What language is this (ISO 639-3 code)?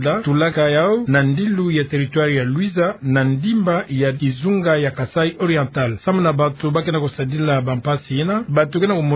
ktu